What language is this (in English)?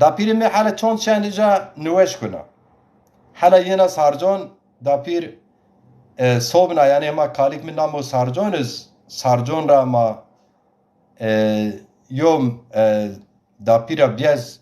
Zaza